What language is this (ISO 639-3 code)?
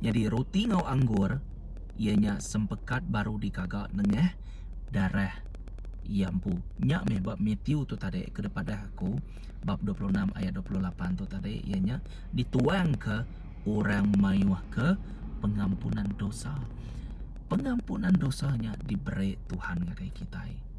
iba